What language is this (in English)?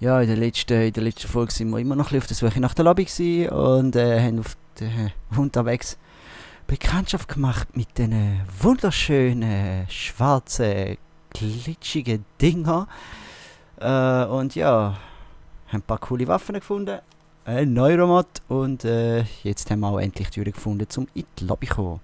Swiss German